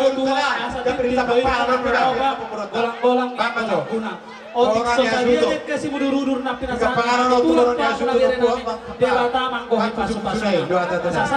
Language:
Batak Toba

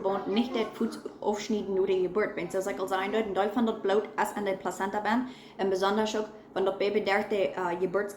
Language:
Plautdietsch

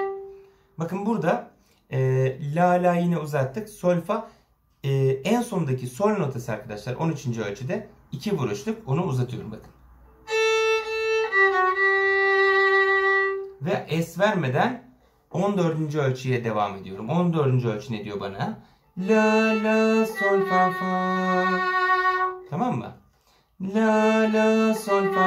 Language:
Turkish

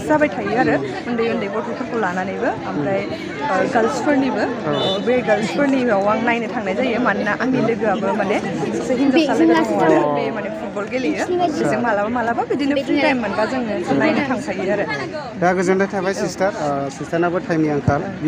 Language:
Bodo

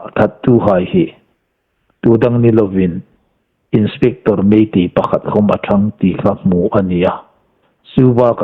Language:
Hmar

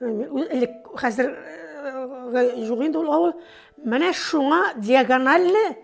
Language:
Tatar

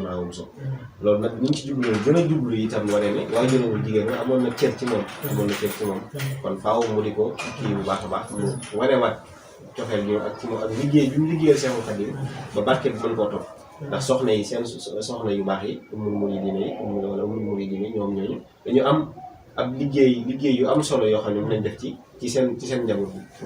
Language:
Wolof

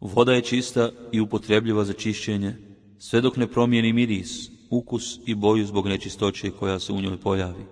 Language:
Bosnian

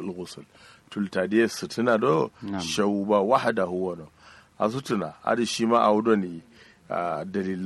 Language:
Kanuri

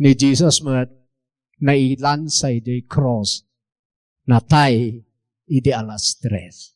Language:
Iloko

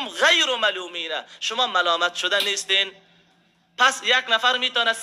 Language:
Persian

